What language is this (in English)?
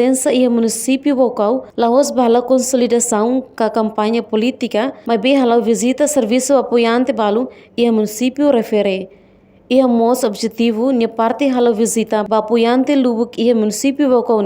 Tetum